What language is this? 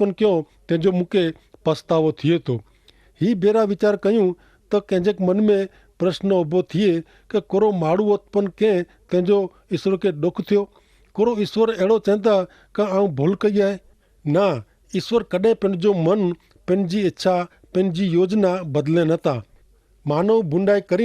Kachhi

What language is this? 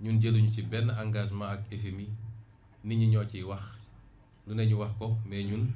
Wolof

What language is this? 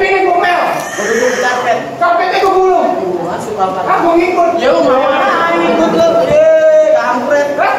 Betawi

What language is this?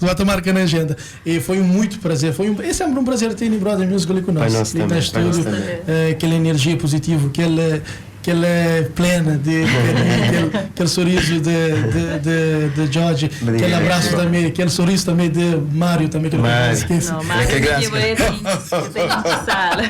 Kabuverdianu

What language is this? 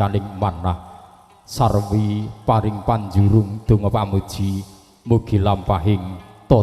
Javanese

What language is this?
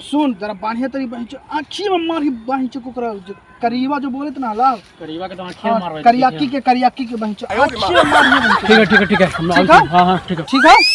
Magahi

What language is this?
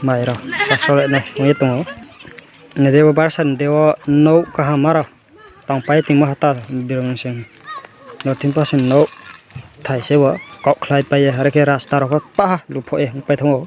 Riang (India)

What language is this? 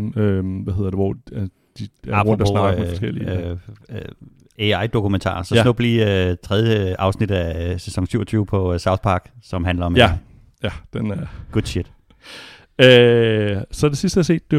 Danish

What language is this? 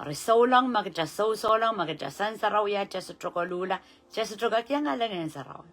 Pohnpeian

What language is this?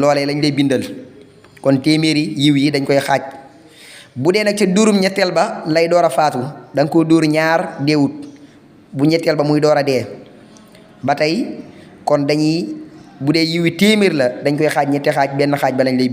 Wolof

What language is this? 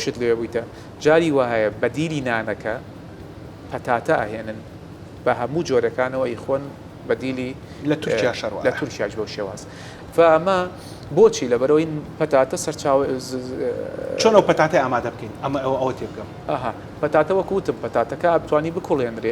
Central Kurdish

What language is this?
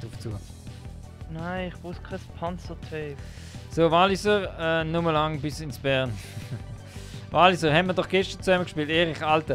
Swiss German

